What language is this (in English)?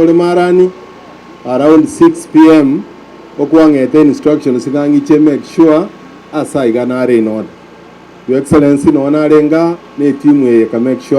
Gusii